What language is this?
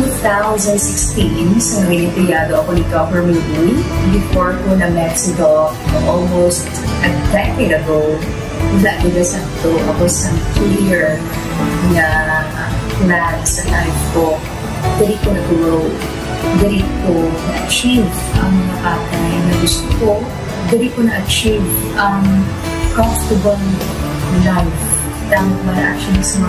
Hiligaynon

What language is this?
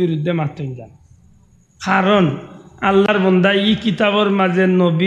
Sylheti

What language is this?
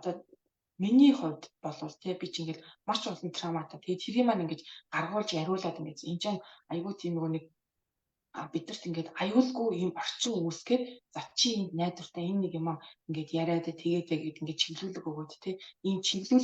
Mongolian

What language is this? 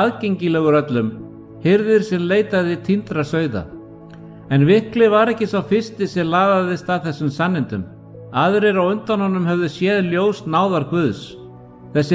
Icelandic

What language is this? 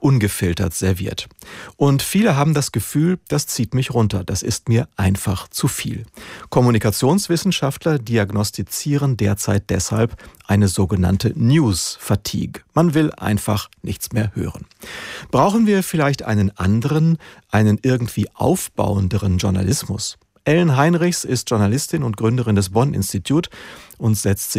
German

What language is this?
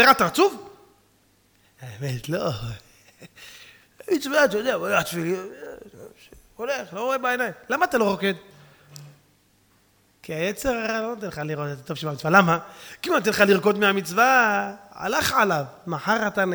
Hebrew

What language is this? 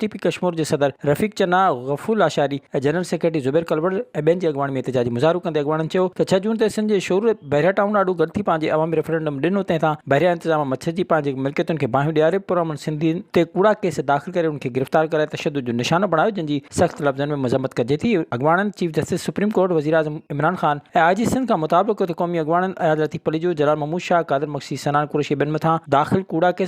Sindhi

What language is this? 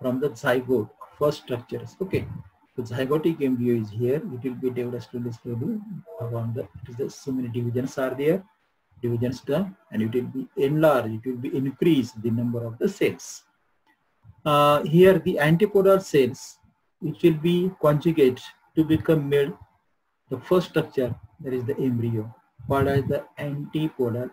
English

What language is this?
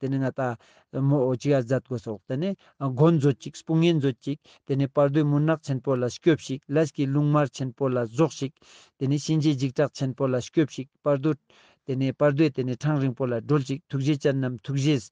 Ladakhi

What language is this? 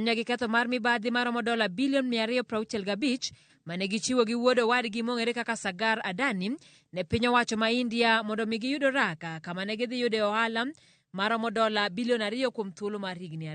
Luo (Kenya and Tanzania)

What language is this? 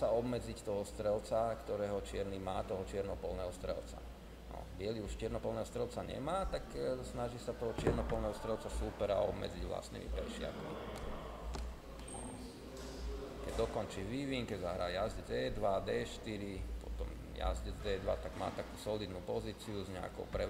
Slovak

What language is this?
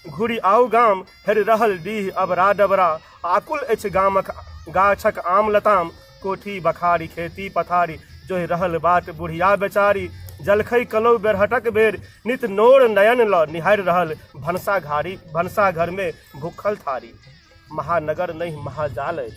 Maithili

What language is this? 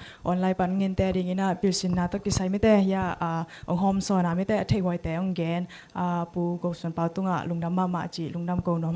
Tedim Chin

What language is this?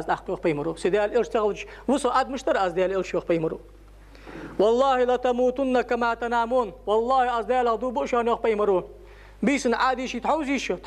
Ingush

